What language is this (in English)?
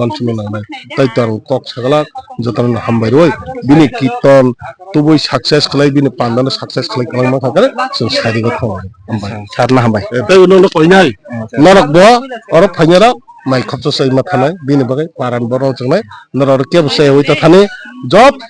Kok Borok